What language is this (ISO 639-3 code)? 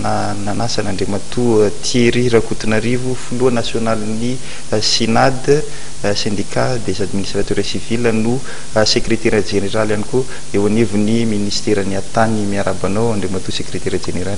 mlg